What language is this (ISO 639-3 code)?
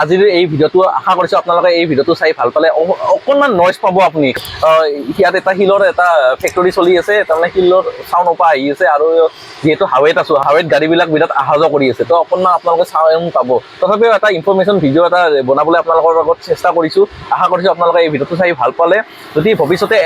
asm